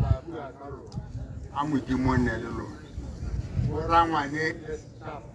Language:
Tswana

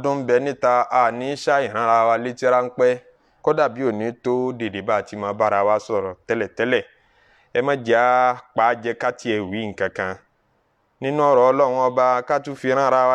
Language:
Yoruba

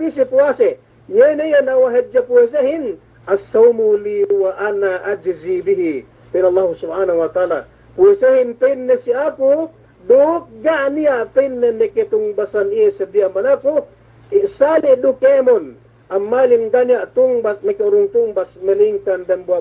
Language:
Yakan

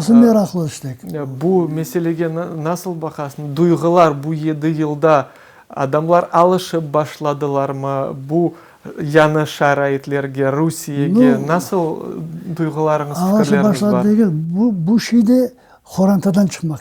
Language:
Crimean Tatar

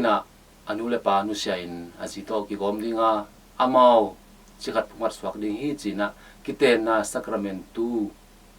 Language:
Tedim Chin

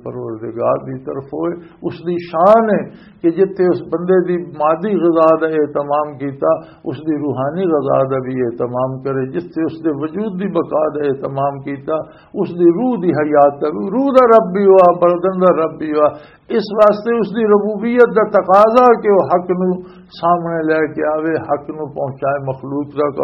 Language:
Western Panjabi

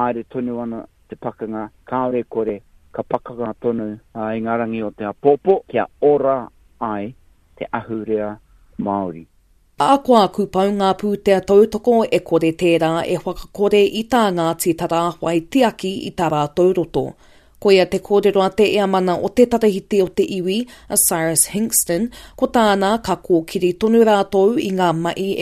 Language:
Māori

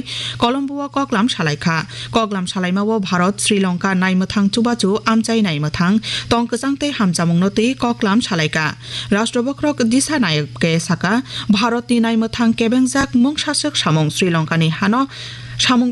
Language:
Kok Borok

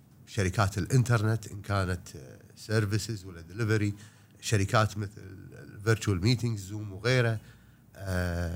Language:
Gulf Arabic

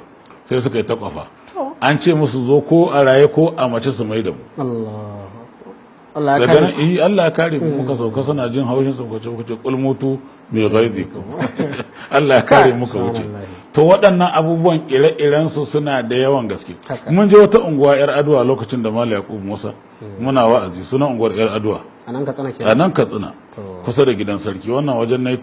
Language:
Hausa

